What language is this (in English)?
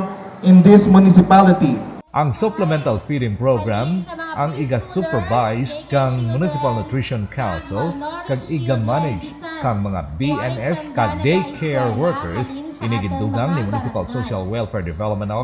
Hiligaynon